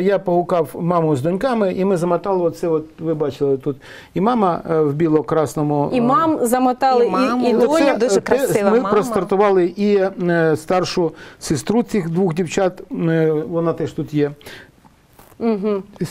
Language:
Ukrainian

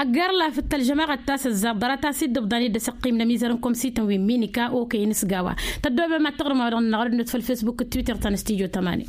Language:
Tamasheq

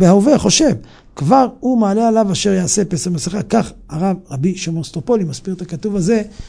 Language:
Hebrew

